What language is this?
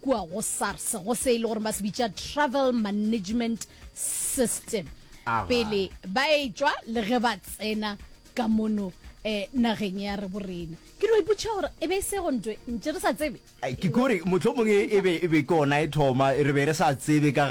Northern Sotho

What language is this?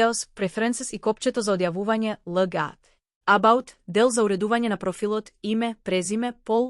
Macedonian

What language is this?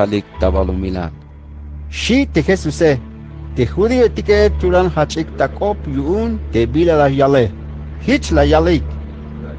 Tzeltal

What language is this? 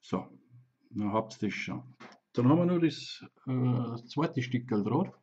Bavarian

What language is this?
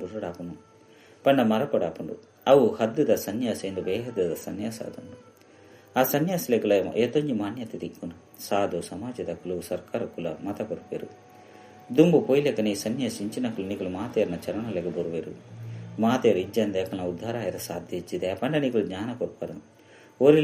Tulu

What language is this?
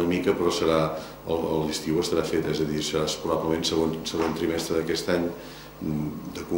Catalan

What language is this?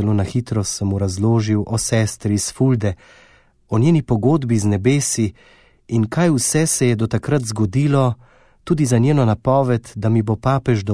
Slovenian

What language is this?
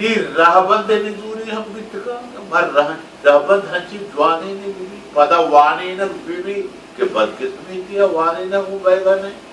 Baluchi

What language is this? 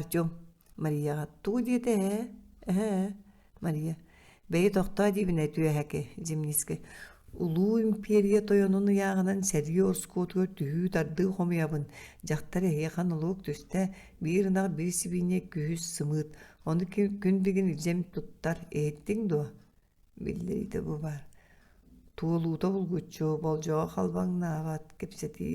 Yakut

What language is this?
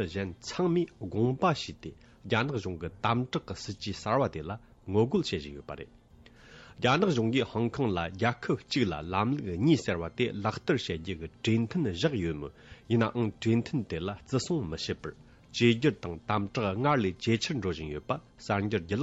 Tibetan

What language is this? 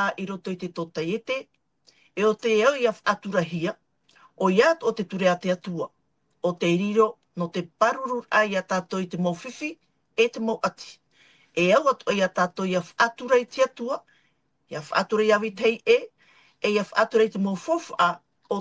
Tahitian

